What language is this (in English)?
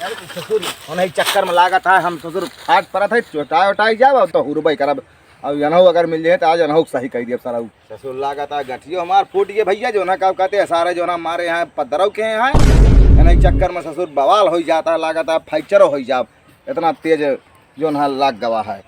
Awadhi